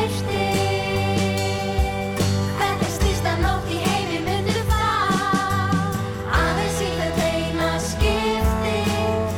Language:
Icelandic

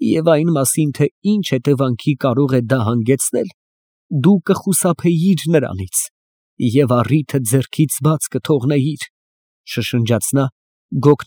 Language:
Armenian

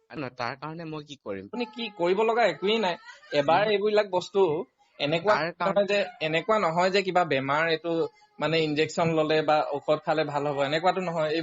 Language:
Assamese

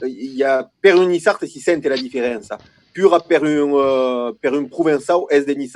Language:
Occitan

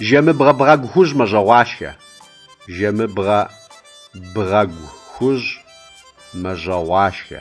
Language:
Kabardian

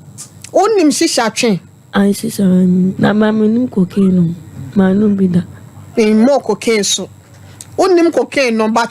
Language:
Akan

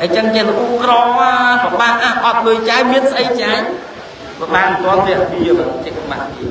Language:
Khmer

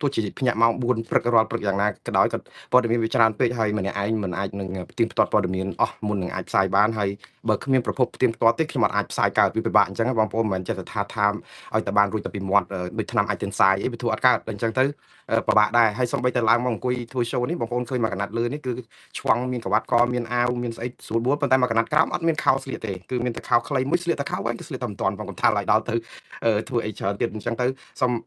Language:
Khmer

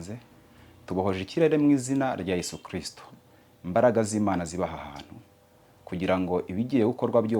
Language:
Kinyarwanda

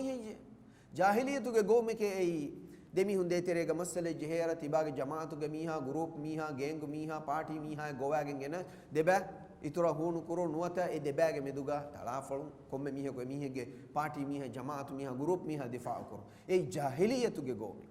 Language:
Divehi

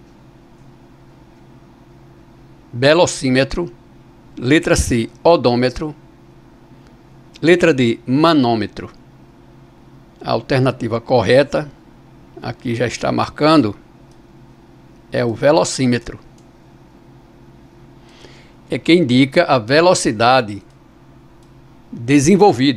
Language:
Portuguese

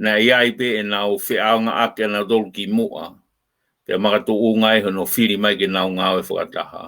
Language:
Tongan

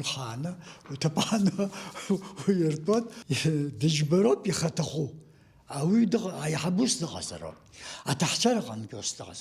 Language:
Abkhazian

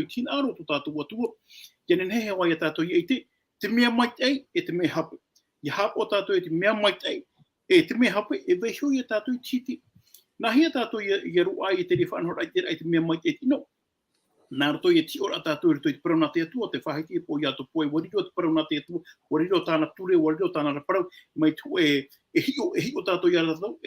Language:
Tahitian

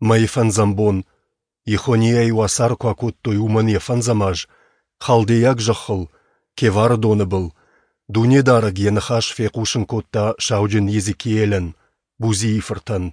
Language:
Ossetic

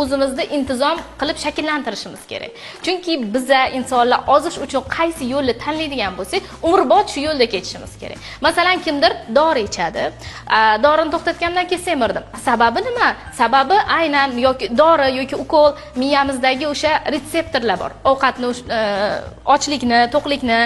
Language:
Uzbek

